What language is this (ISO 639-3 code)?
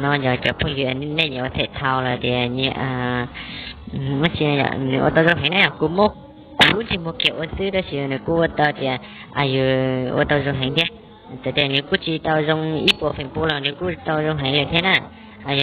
hmn